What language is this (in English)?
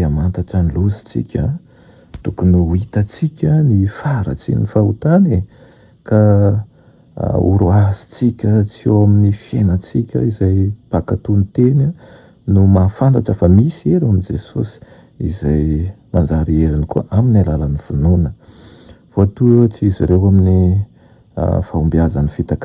Malagasy